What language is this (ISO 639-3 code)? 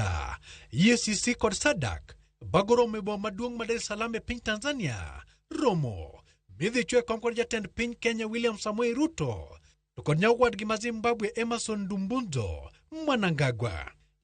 luo